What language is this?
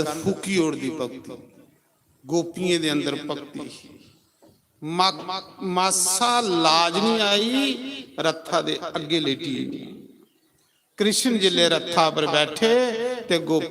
Dogri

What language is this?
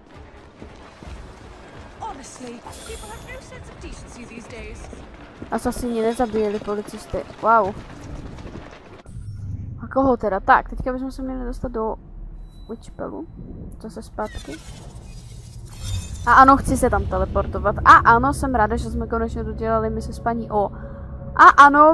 Czech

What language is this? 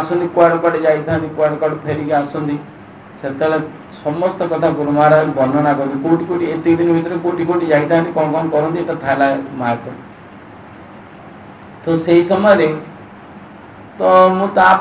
Odia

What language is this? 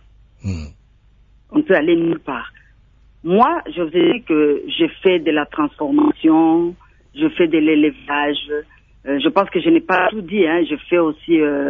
French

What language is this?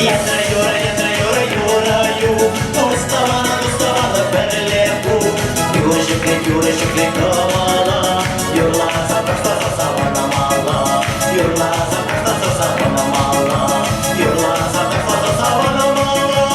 Chuvash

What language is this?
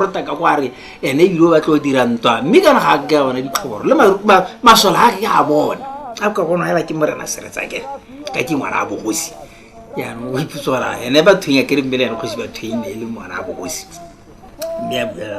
Tswana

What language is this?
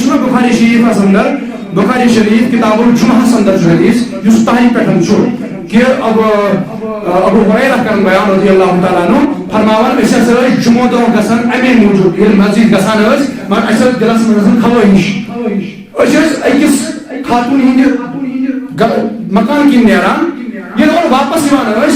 Kashmiri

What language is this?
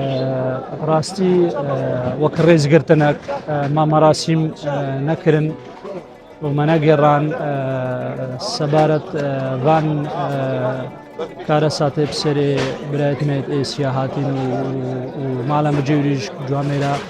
Kurdish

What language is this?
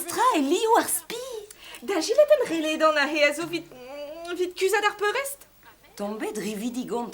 Breton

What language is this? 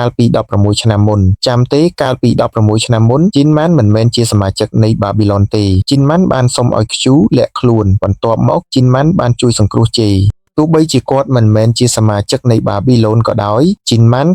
Khmer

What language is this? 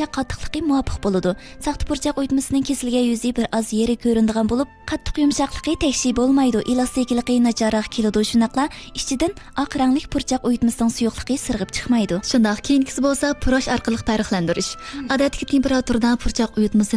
Uyghur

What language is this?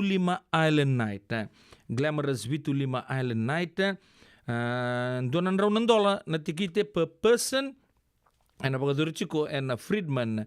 Fijian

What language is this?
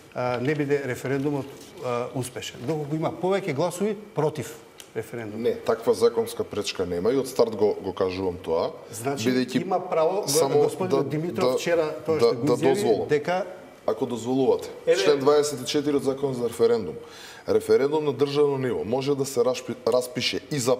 Macedonian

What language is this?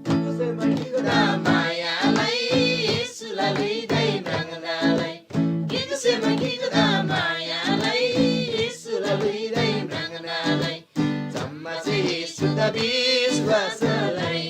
Eastern Tamang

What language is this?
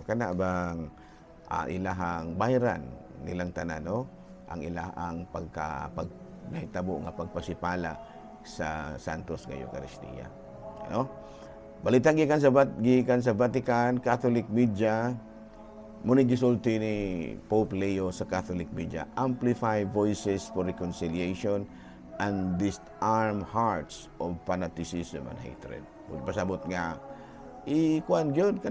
Cebuano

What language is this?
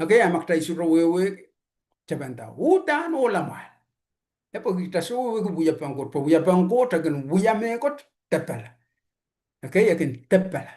Pohnpeian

